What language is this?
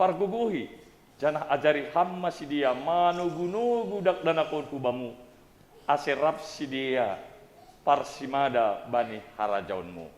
Batak Simalungun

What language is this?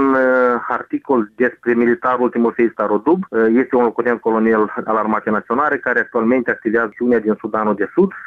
Romanian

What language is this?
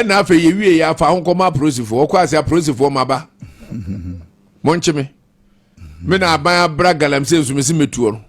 Akan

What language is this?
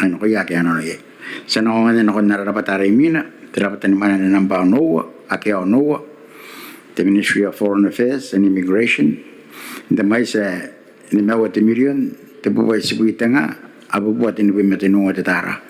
Gilbertese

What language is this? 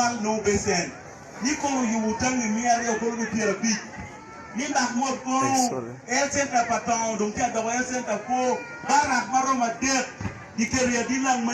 Acoli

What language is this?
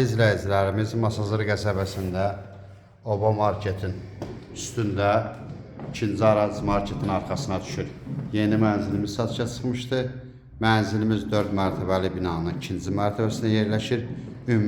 Azerbaijani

